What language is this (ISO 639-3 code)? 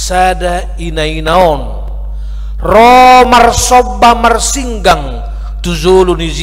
bbc